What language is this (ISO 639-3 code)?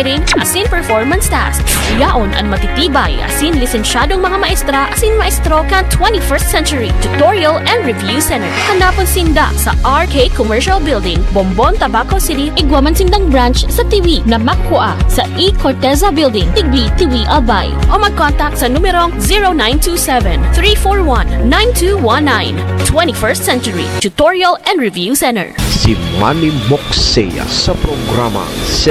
bik